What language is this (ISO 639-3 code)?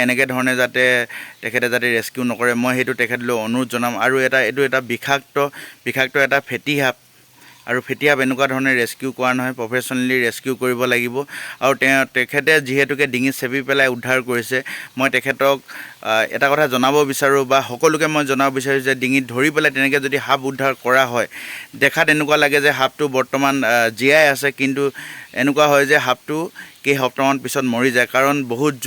asm